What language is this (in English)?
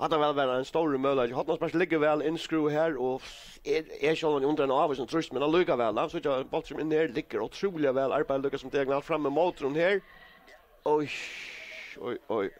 Faroese